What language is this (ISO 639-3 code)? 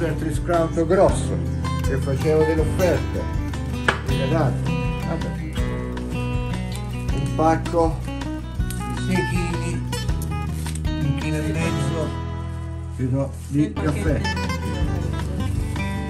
ita